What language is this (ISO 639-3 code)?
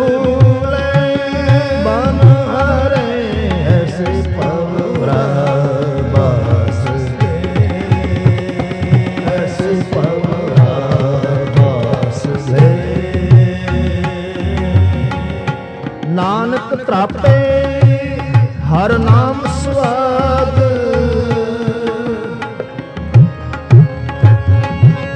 pan